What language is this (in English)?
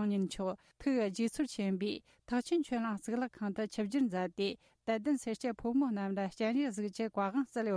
Tibetan